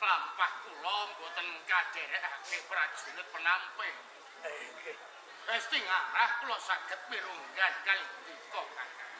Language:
Javanese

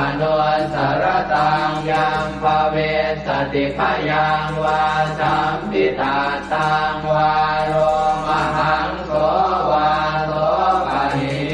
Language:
Pali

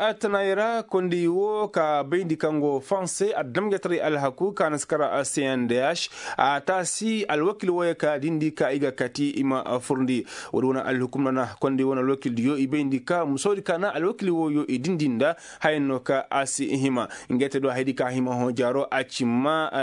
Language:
Koyraboro Senni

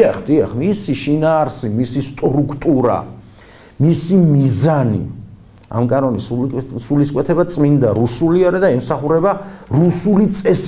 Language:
Georgian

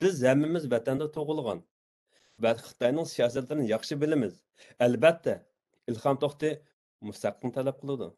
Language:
Uyghur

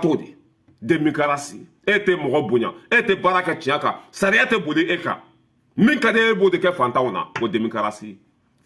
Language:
Bambara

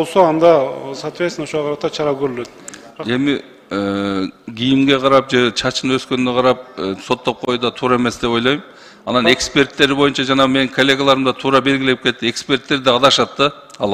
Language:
Kyrgyz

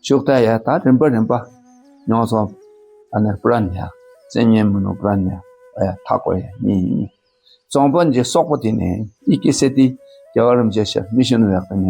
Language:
Dakpakha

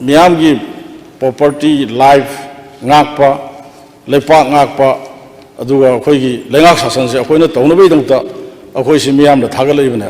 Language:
Manipuri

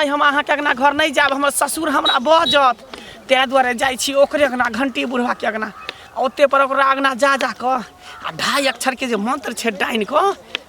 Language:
Maithili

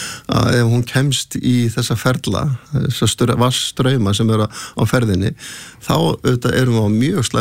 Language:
Icelandic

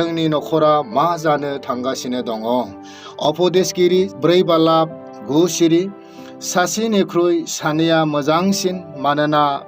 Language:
Bodo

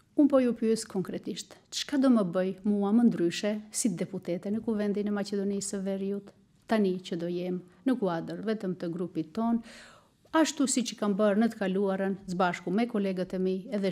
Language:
Albanian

